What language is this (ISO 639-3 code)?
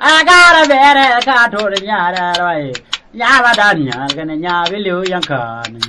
nus